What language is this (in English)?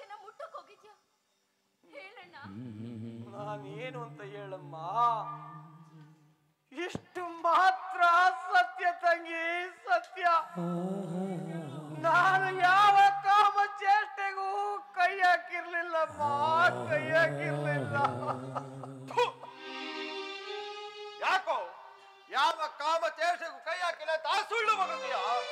Kannada